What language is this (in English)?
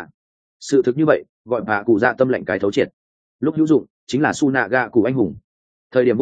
Vietnamese